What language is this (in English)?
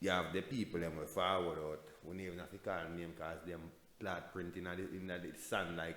Jamaican Creole English